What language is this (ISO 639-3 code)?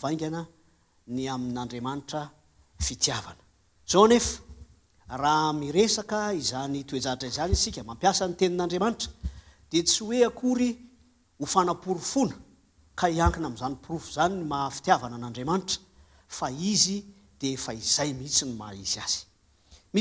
mlg